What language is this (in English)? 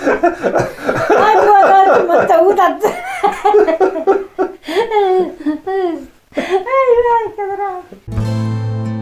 Bosnian